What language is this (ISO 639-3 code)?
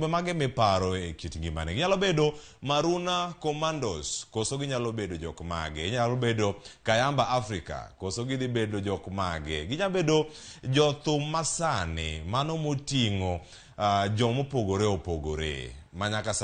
luo